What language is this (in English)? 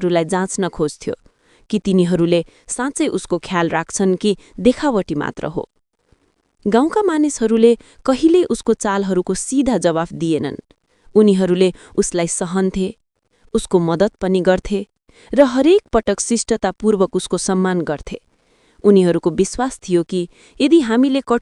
Nepali